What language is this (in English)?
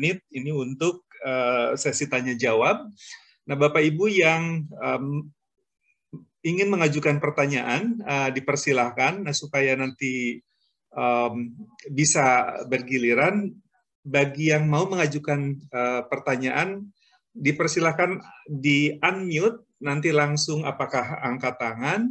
Indonesian